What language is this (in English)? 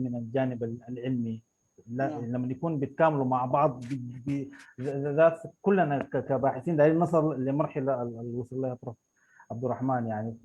Sudanese Arabic